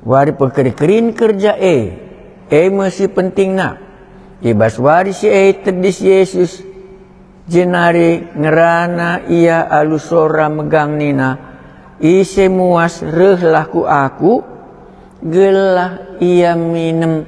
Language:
Batak Karo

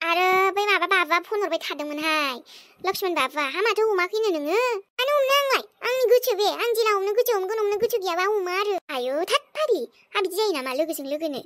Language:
Bodo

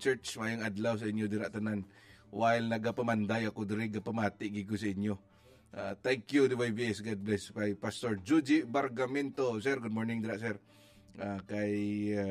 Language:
Hiligaynon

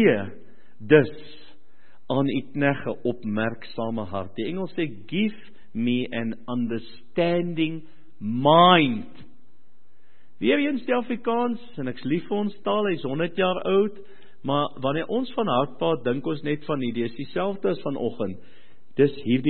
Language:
Afrikaans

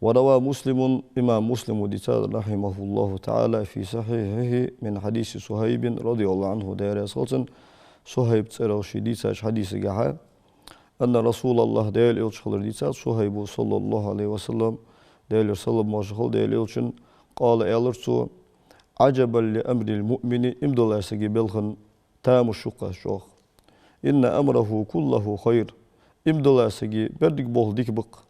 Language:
Ingush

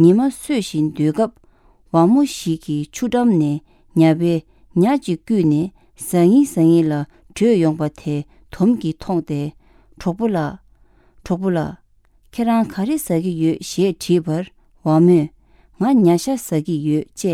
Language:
Tibetan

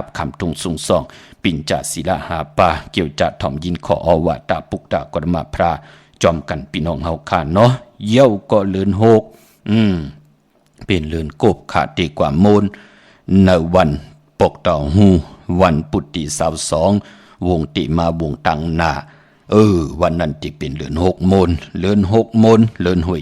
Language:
Shan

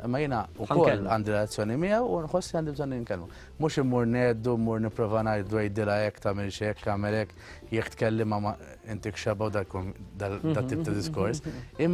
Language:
Maltese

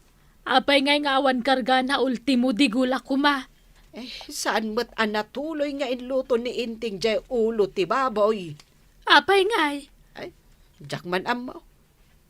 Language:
Iloko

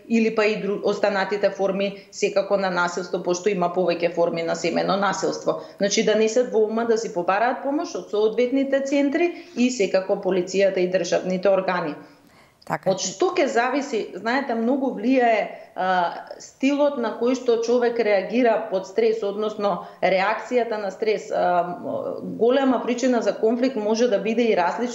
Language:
Macedonian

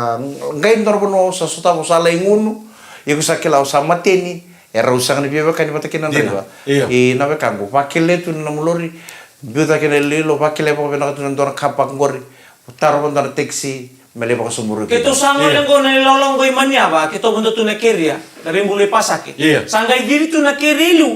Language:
Fijian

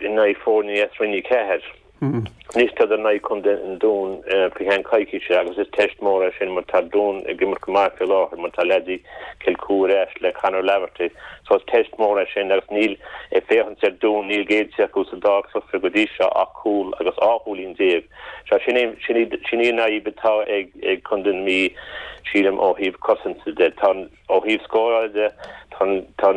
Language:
Irish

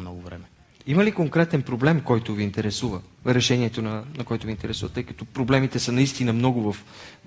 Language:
Bulgarian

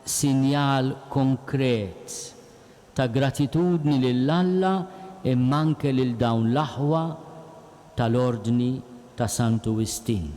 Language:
Maltese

